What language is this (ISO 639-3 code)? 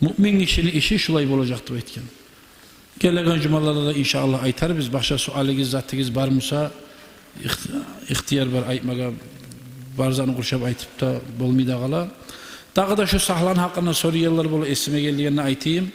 kum